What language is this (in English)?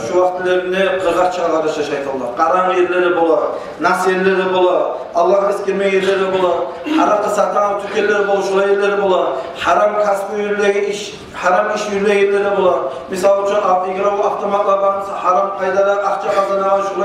Kumyk